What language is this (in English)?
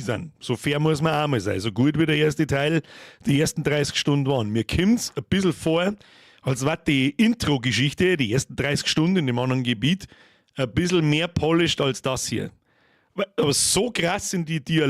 Bavarian